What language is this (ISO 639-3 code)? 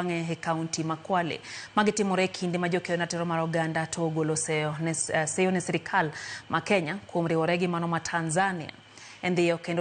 luo